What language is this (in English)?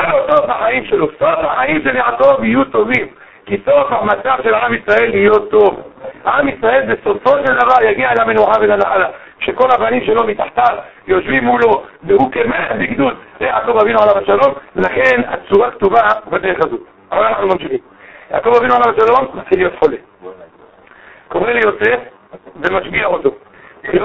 Hebrew